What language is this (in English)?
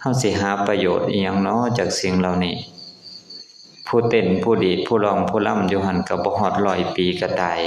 Lao